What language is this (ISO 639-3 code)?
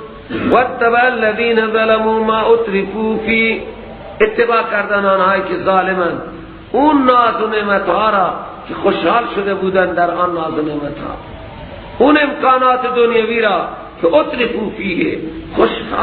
fas